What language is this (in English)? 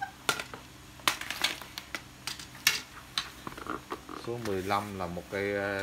Vietnamese